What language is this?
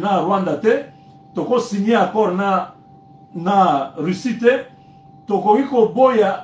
Lingala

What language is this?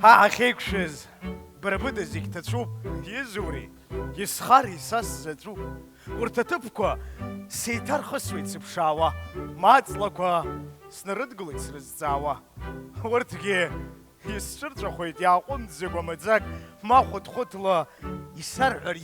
Abkhazian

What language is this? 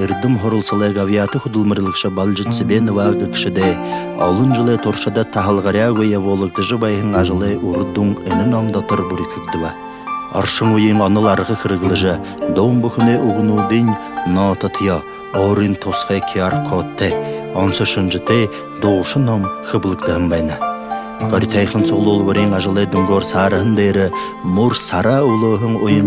Buriat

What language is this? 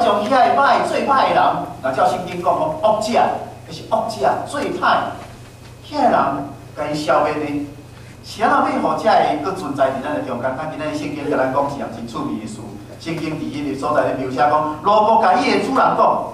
Min Nan Chinese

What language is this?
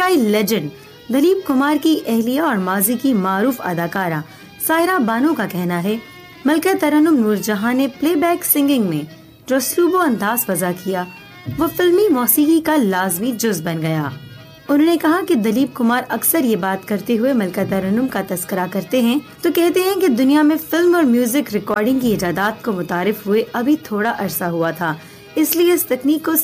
Urdu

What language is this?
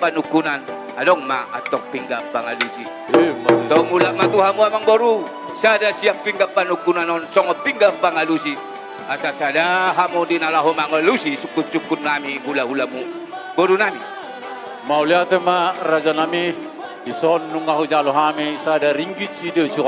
Batak Toba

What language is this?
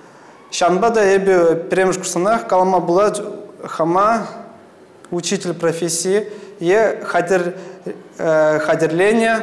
Chuvash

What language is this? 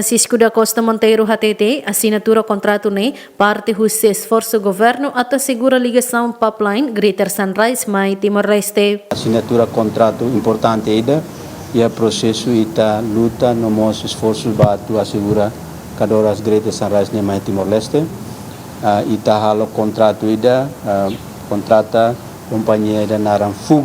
Tetum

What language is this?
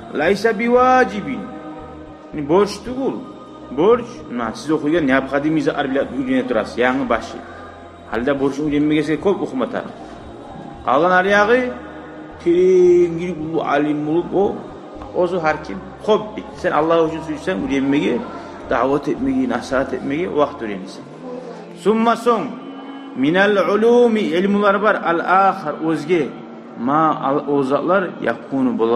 Kumyk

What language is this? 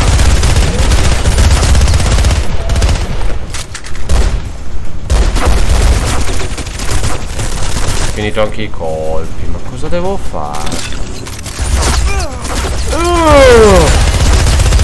Italian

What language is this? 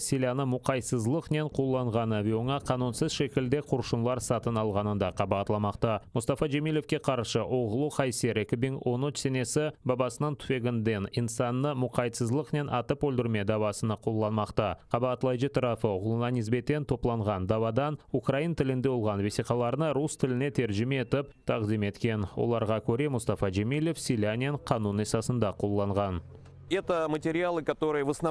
Crimean Tatar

